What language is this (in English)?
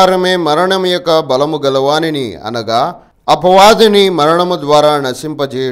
Telugu